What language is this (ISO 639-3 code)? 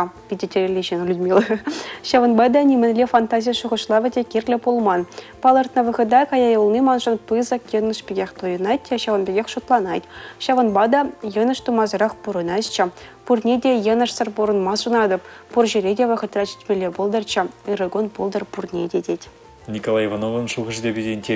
chv